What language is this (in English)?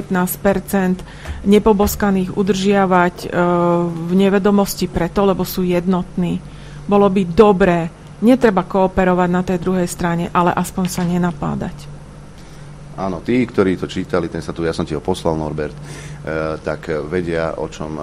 Slovak